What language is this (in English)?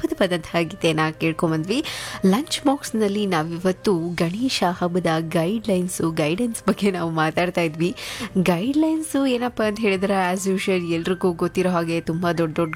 Kannada